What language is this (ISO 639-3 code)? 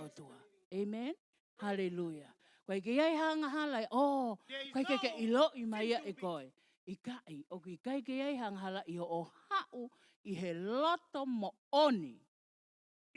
ton